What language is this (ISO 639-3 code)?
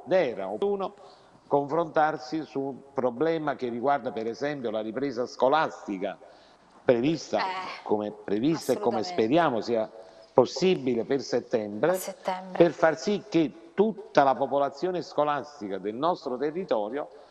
ita